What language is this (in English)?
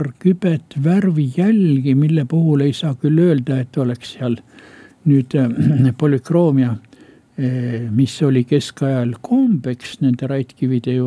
Estonian